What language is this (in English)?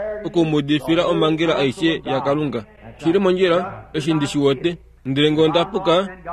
Kuanyama